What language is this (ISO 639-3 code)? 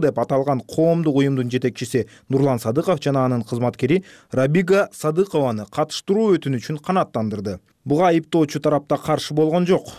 kir